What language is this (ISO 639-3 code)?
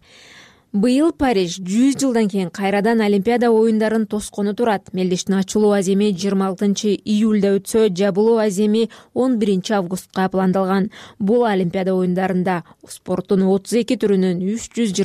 kir